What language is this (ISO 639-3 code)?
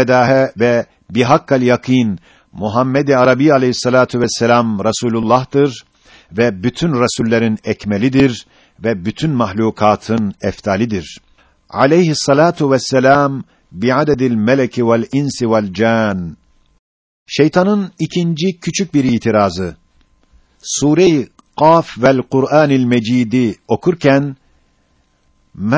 tur